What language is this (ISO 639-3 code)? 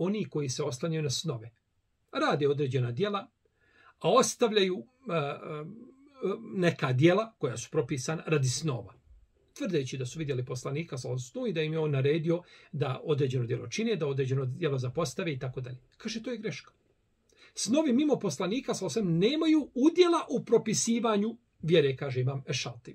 bos